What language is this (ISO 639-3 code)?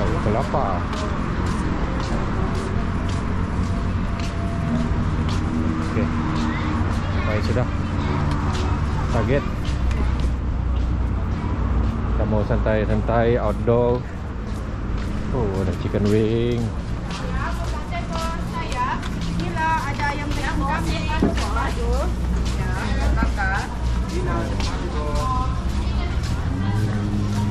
msa